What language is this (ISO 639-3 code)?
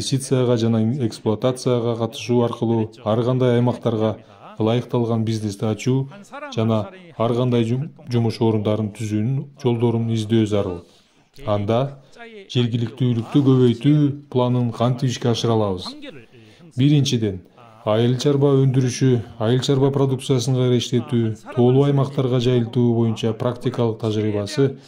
kir